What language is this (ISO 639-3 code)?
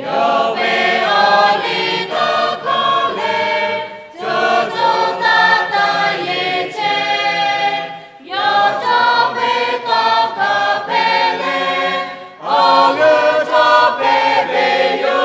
lhu